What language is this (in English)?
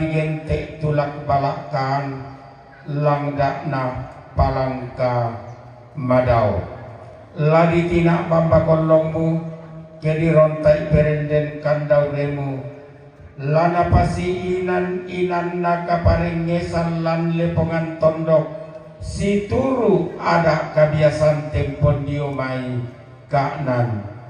Toraja-Sa'dan